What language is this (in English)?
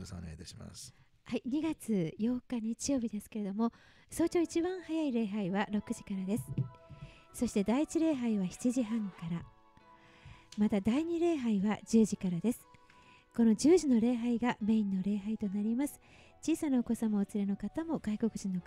Japanese